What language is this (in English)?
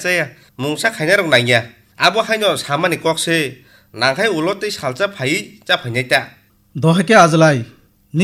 Kok Borok